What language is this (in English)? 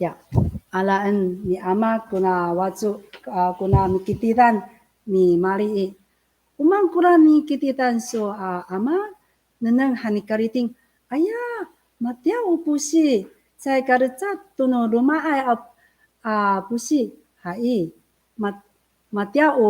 Amis